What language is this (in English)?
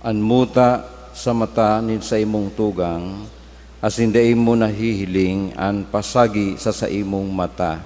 Bikol